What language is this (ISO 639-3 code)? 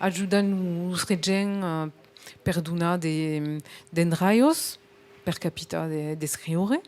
oci